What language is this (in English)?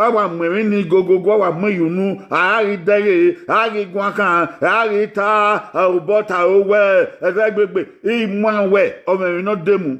Bini